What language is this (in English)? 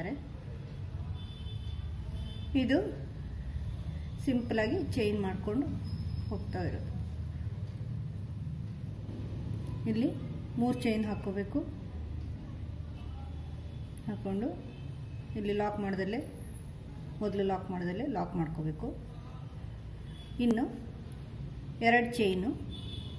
Kannada